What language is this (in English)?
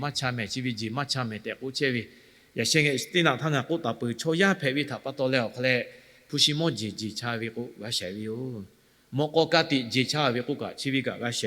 Lahu